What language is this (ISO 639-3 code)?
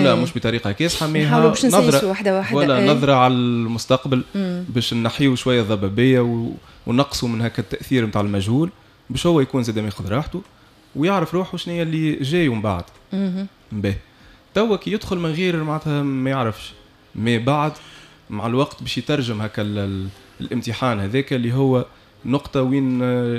aeb